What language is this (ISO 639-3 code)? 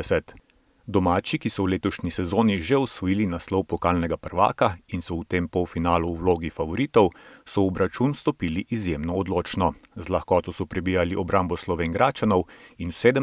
slv